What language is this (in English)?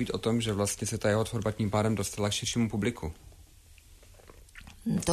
Czech